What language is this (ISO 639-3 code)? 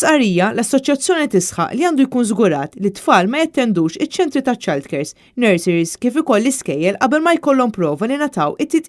mlt